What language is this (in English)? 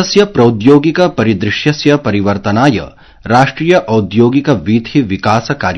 Sanskrit